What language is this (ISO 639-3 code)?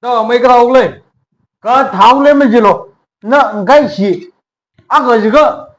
nmf